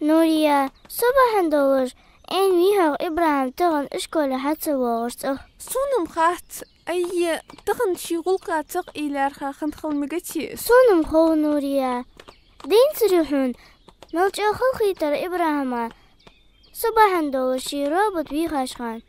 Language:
Ingush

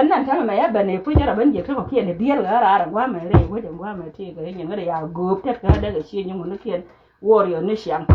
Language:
Nuer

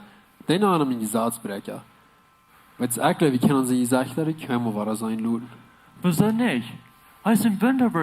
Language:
Plautdietsch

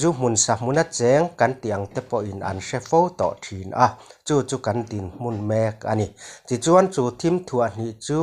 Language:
Mizo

